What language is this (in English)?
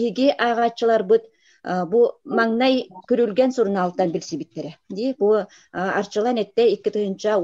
Yakut